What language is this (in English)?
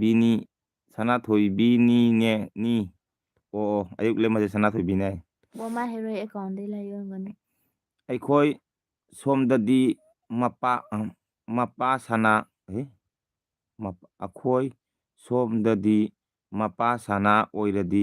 Manipuri